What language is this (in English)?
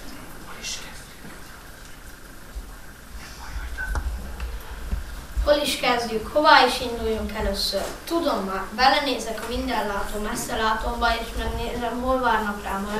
Hungarian